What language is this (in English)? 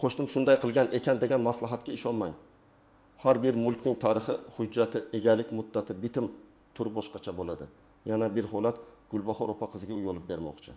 Uzbek